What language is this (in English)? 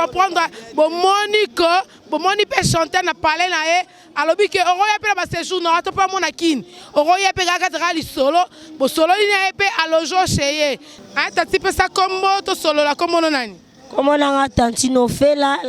Lingala